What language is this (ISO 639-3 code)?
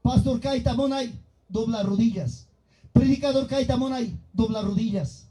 quy